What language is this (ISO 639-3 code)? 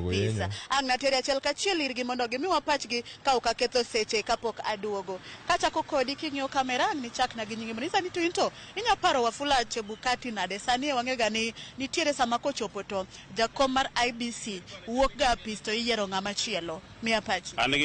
luo